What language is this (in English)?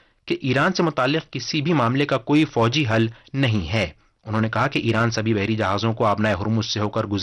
Urdu